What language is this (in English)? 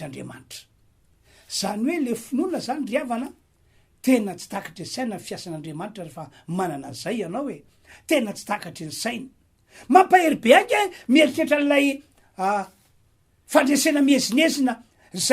Malagasy